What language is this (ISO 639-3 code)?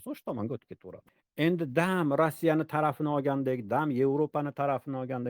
uzb